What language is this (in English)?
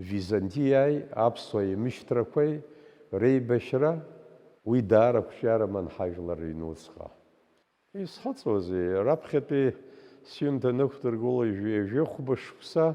Abkhazian